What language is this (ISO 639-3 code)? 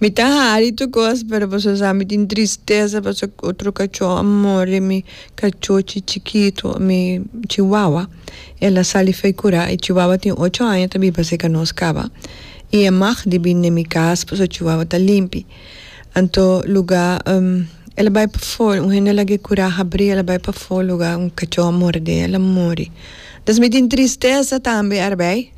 pap